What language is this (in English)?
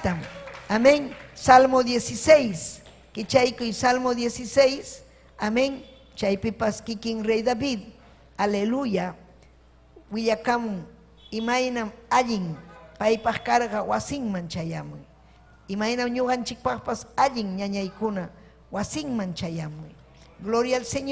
Ayacucho Quechua